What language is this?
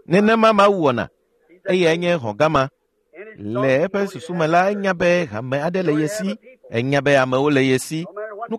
Ewe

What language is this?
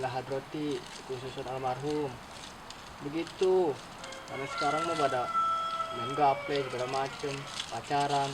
Betawi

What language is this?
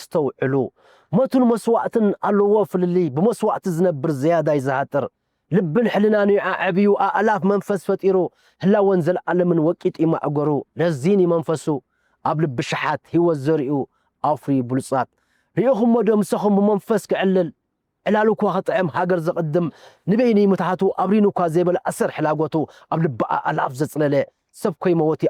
Tigrinya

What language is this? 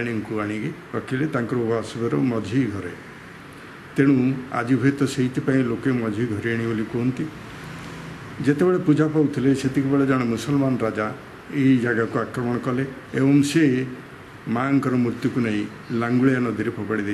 Odia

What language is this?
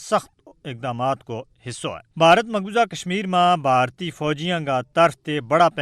Gujari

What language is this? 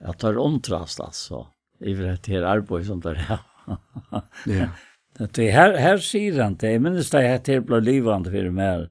Faroese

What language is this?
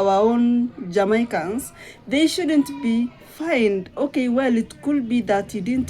Jamaican Creole English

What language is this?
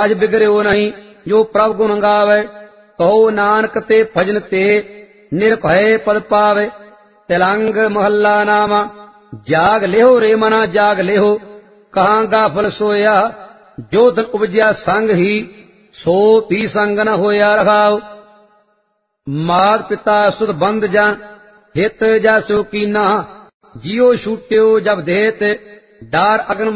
Punjabi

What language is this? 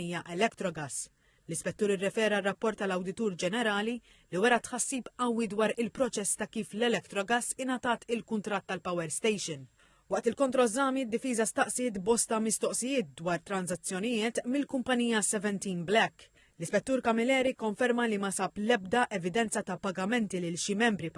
Maltese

